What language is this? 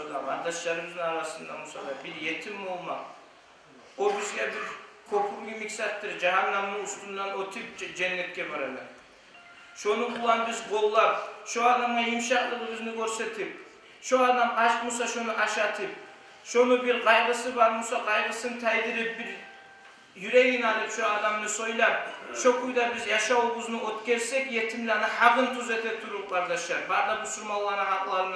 Kumyk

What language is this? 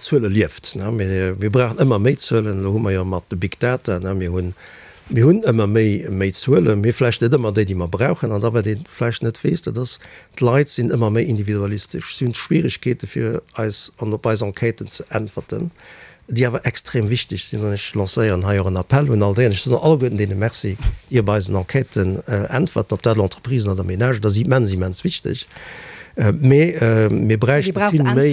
Luxembourgish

